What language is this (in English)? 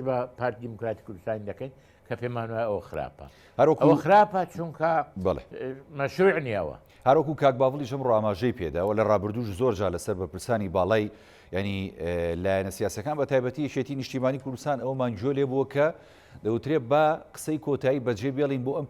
Central Kurdish